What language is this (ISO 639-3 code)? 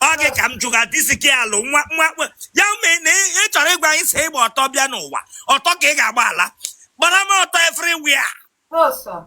ibo